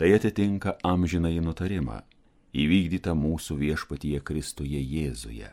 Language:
Lithuanian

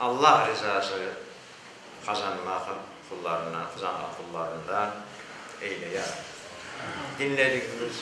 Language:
Crimean Tatar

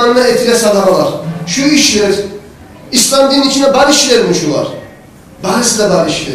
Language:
Kumyk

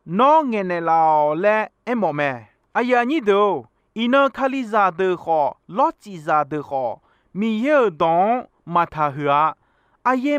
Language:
Akha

